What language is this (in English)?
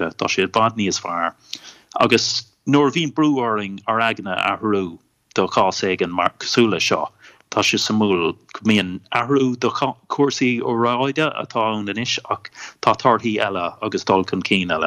Irish